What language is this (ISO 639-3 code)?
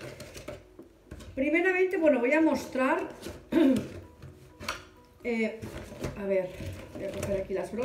spa